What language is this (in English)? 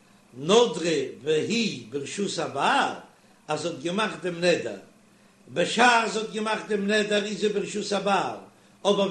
Yiddish